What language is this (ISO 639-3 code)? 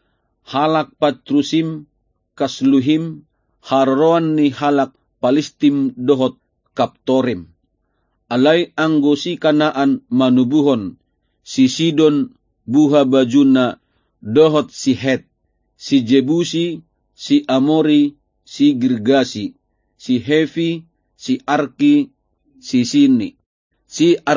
bbc